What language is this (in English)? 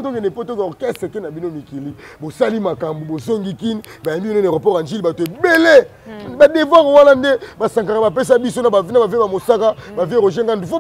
Lingala